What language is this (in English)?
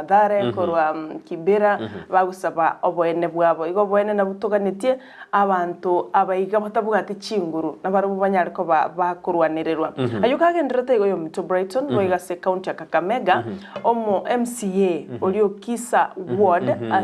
Gusii